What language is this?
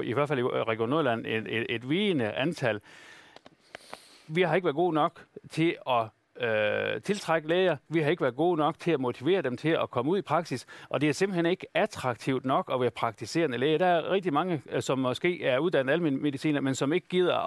Danish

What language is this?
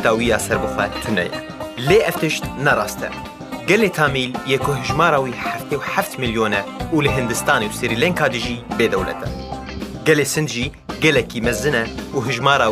Kurdish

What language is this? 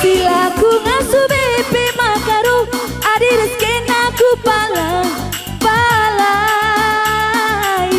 Batak Karo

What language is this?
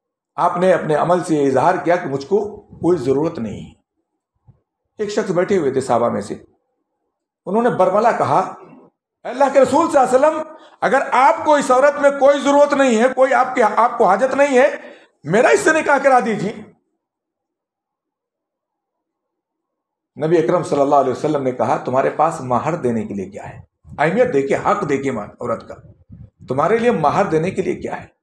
Urdu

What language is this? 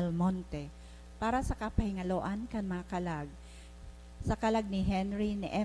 Bikol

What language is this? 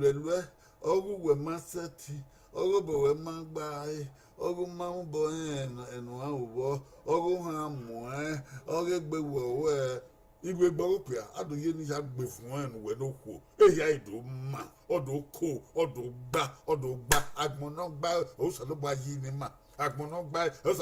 Bini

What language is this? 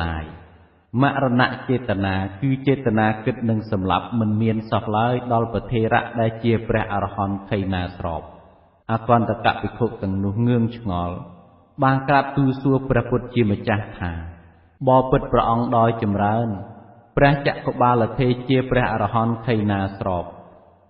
Khmer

